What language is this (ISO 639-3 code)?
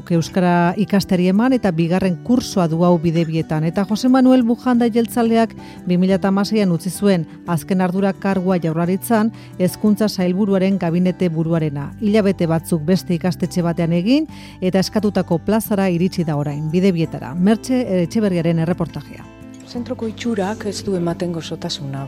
eus